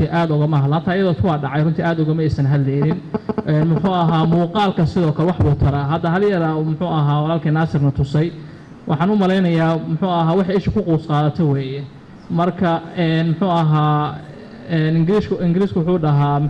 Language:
Somali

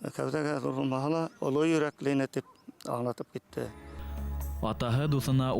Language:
Bashkir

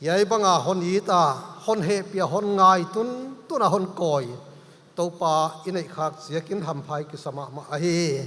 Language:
Paite Chin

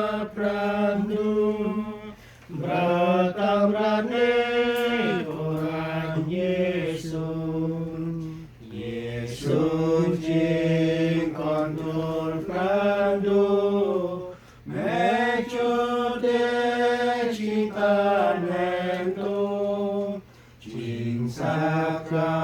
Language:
Central Mnong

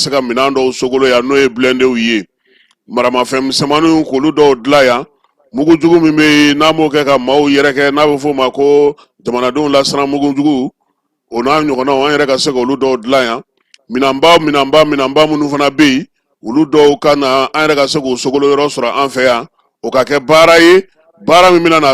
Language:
Bambara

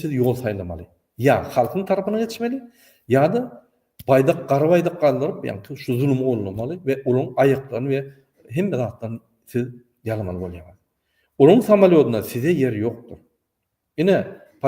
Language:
Turkmen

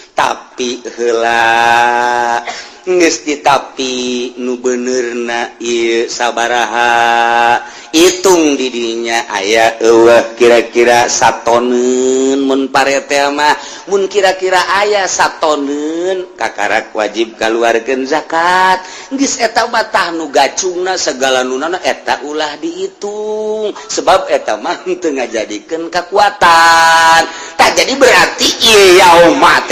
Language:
Sundanese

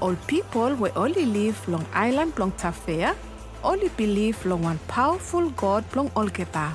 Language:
Bislama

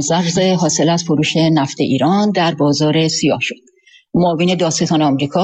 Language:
Persian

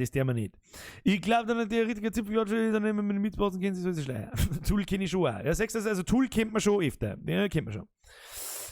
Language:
Bavarian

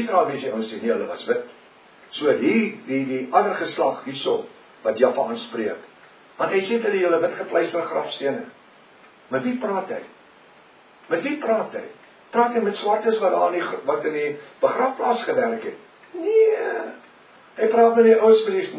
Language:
Afrikaans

